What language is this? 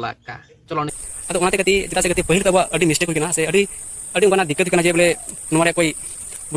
Santali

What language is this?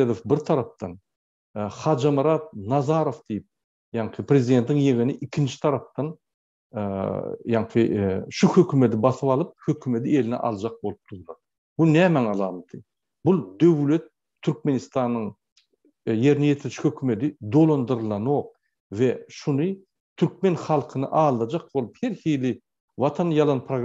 Turkmen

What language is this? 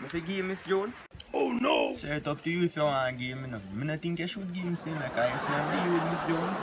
Jamaican Creole English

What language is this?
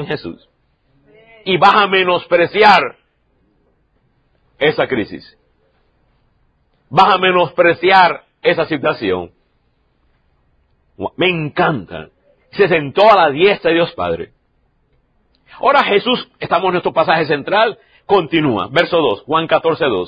Spanish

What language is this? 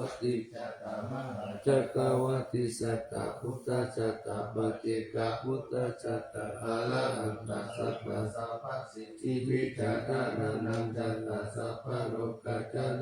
Pali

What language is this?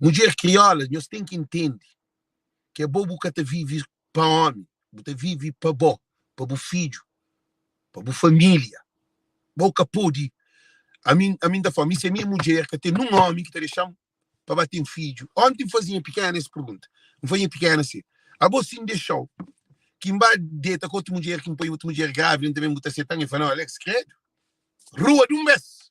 Kabuverdianu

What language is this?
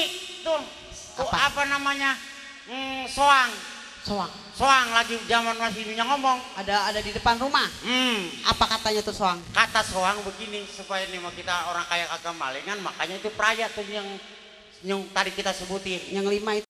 Betawi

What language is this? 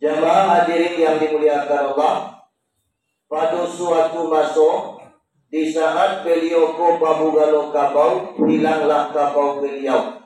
Minangkabau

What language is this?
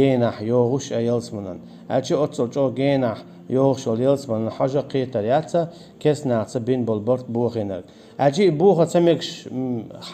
Chechen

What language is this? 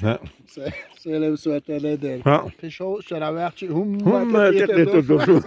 Chechen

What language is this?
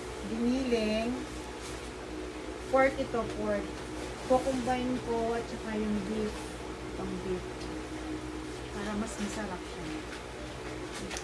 Filipino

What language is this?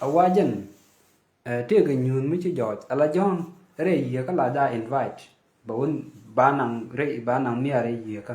Nuer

